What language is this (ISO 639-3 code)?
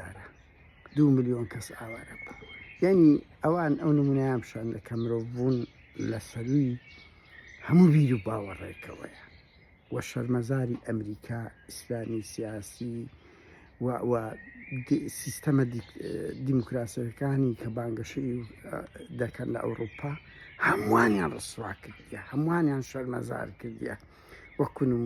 ckb